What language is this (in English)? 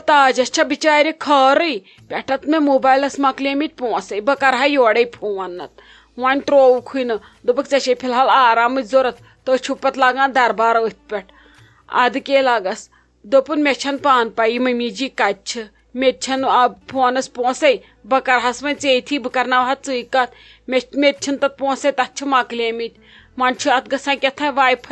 Kashmiri